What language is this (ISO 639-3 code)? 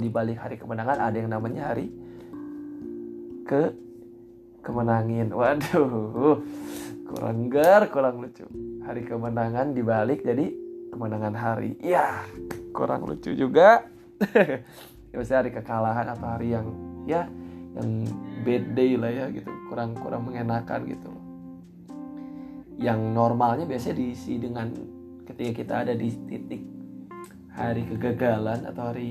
ind